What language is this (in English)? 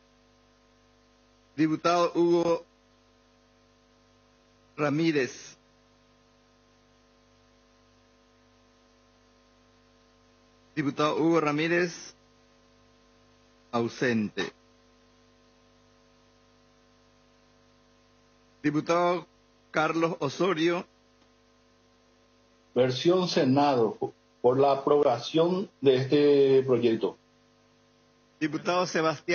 Spanish